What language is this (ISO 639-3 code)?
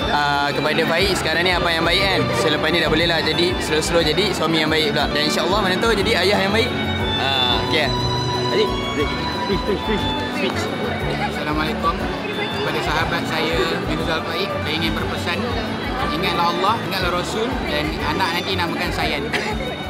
msa